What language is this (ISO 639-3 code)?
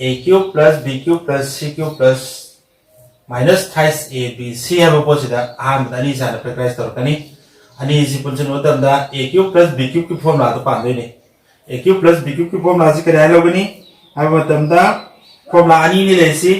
mni